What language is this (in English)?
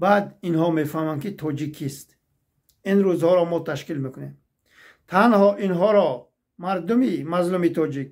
Tajik